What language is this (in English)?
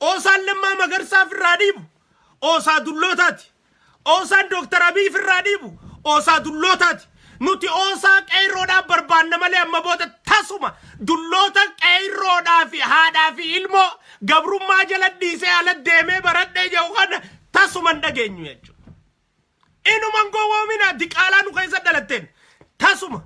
Oromo